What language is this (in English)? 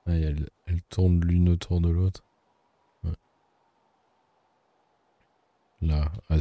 French